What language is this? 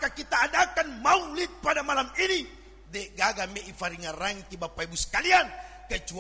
Buginese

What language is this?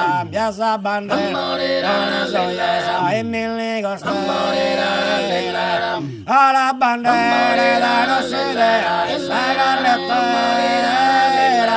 Sardinian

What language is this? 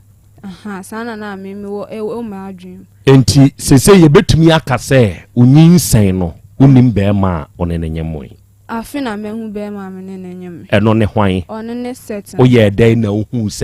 Akan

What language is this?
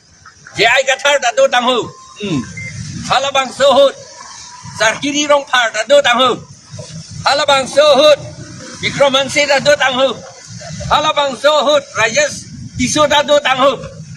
Karbi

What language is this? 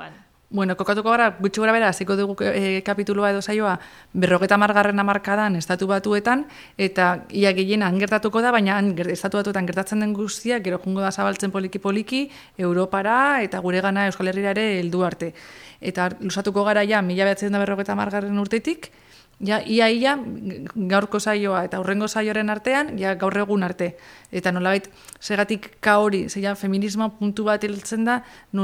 Basque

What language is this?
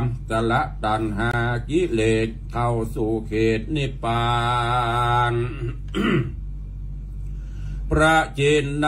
Thai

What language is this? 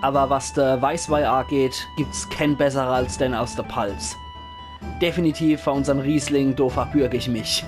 Palatine German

